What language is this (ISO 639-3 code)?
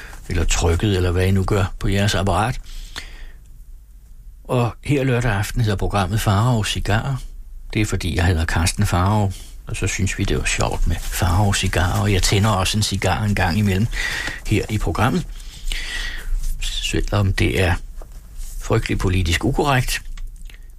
dan